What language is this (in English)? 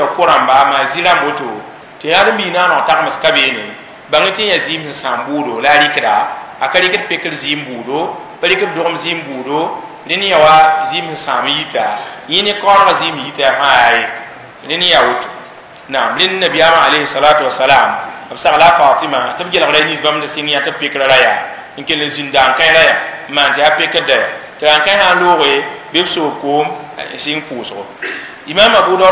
Mossi